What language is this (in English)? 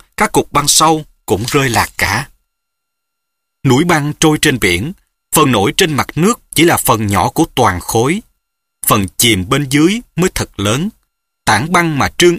Vietnamese